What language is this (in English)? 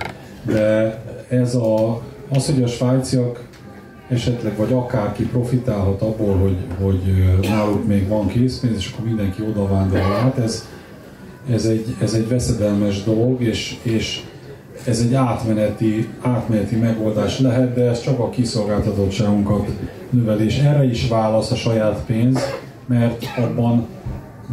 Hungarian